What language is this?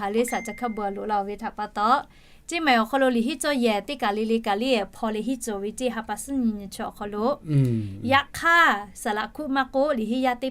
Lahu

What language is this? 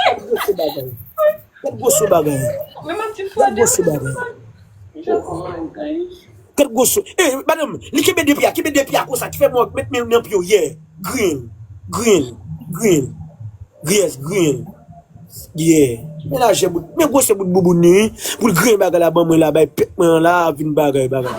Haitian Creole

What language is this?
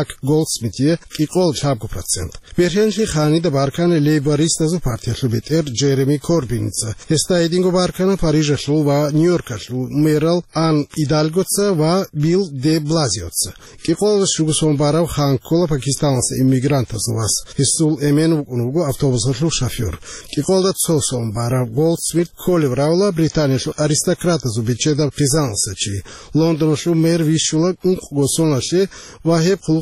Avaric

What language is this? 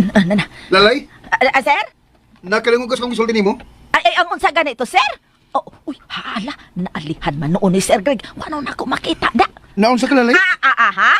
Cebuano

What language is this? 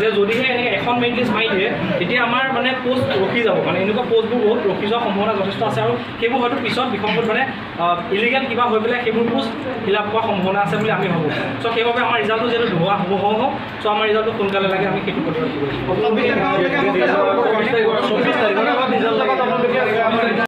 Assamese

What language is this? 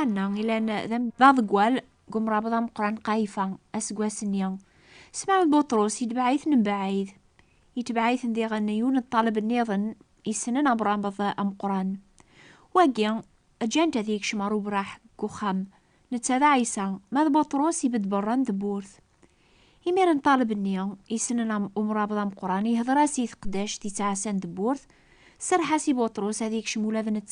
Kabyle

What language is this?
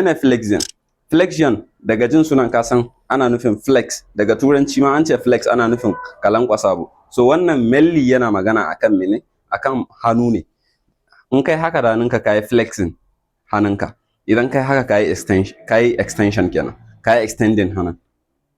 Hausa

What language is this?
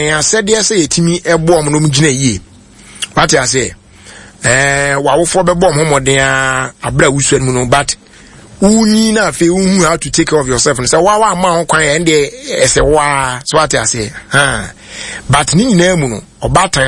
Akan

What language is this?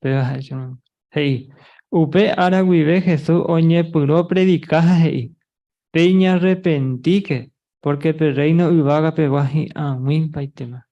Guarani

